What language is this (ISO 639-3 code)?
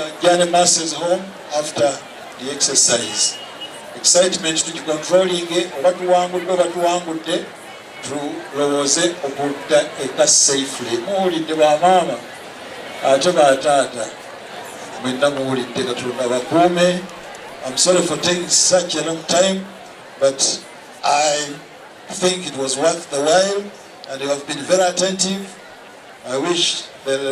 lug